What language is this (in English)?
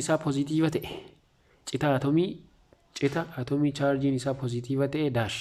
Oromo